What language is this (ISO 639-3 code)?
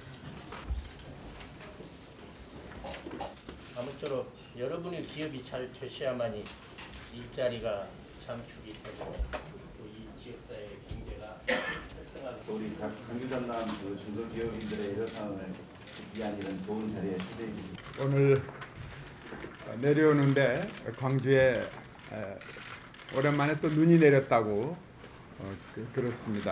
kor